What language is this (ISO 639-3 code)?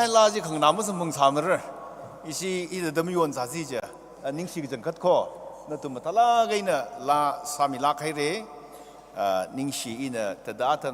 nmf